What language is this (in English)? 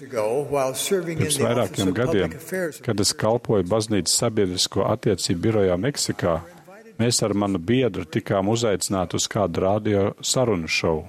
Latvian